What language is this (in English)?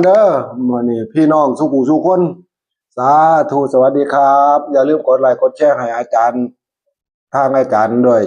Northeastern Thai